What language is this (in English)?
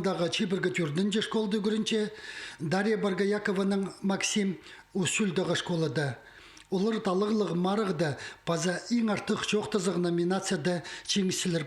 Khakas